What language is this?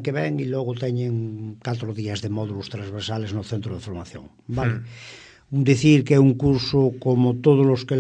Galician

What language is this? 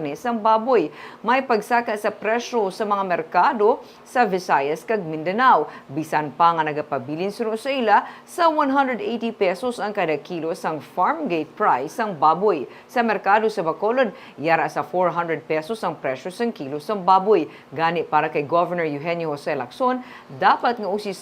Hiligaynon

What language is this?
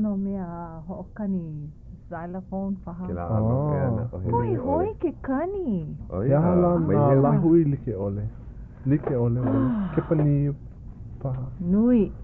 Hawaiian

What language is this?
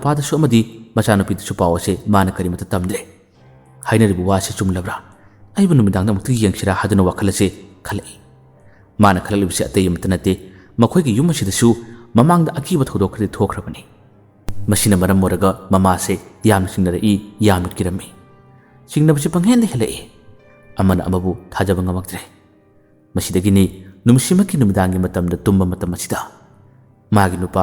Manipuri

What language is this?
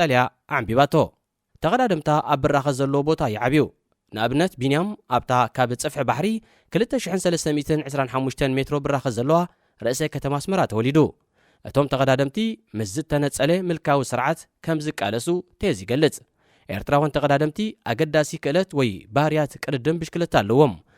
Tigrinya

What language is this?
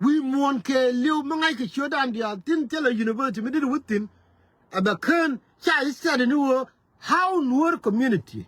Nuer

